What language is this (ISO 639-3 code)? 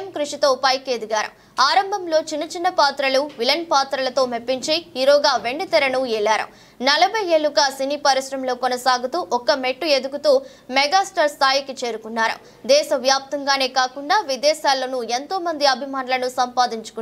tel